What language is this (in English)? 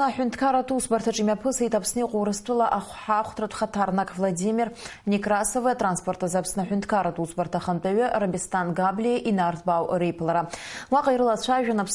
Abkhazian